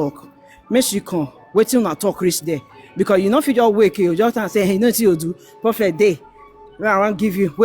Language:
Nigerian Pidgin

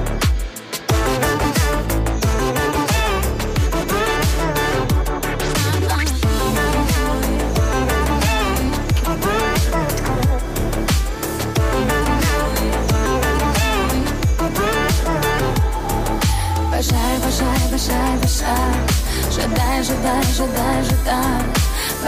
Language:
Ukrainian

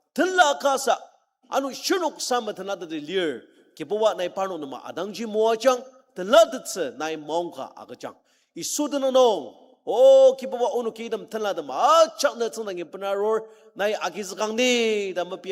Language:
Ao Naga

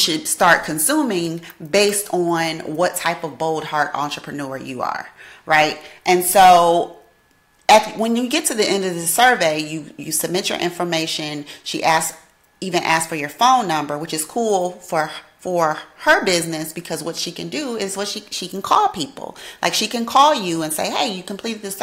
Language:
English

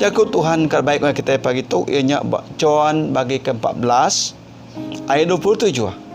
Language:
Iban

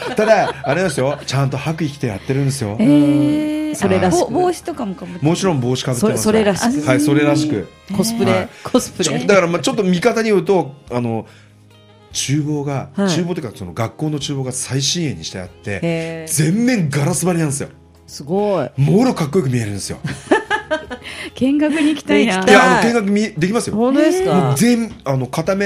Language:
Japanese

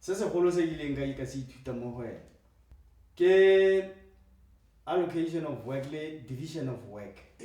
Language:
Tswana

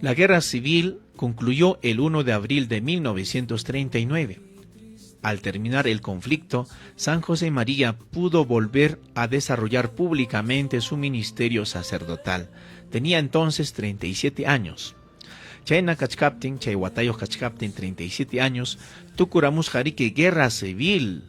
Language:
Ayacucho Quechua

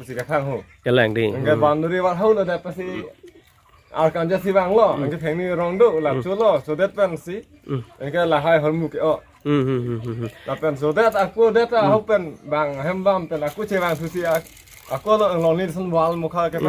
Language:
Karbi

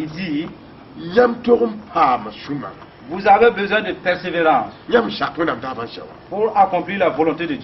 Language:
Mossi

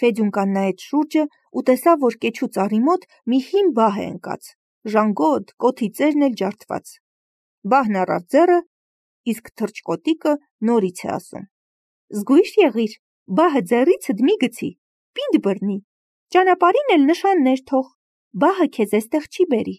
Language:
Armenian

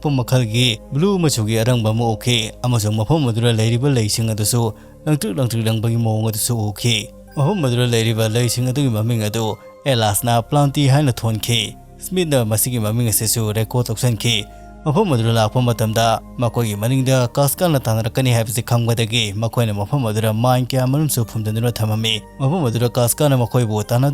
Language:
Manipuri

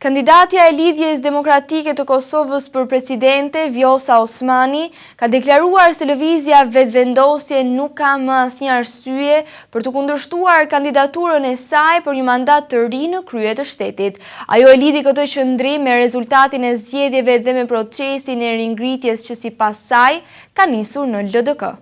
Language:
Albanian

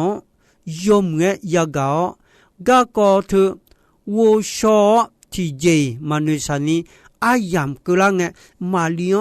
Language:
Akha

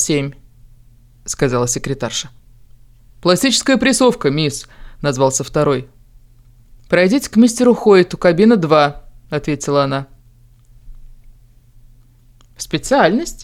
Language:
Russian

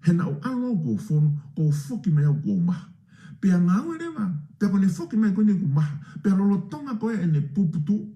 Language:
Tongan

